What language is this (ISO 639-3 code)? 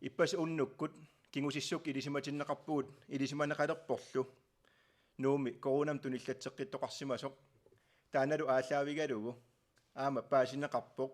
kal